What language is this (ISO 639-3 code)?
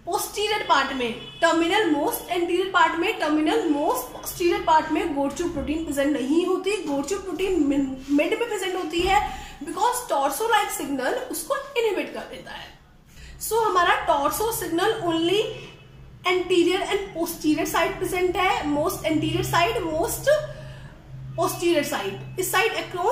hin